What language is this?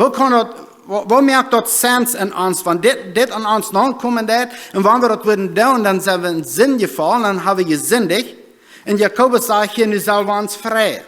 Plautdietsch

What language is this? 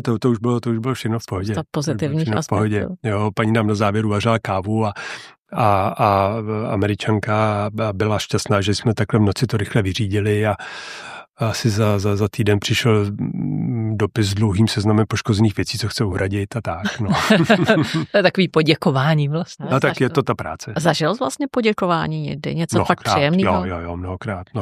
Czech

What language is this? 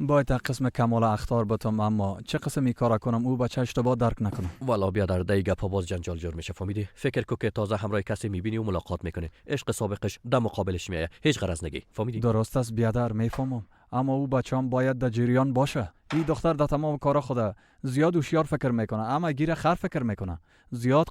Persian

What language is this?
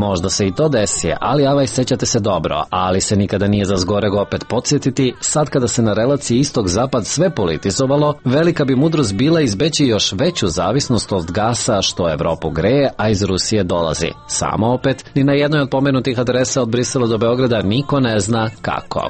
Serbian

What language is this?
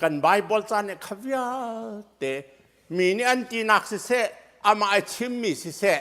Hakha Chin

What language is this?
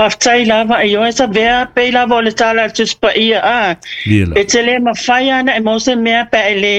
Samoan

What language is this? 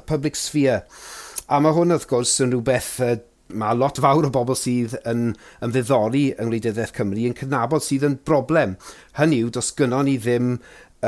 Welsh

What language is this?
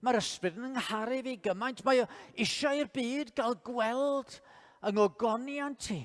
Welsh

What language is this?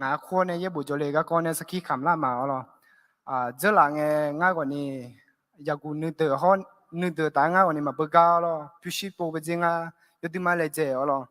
Akha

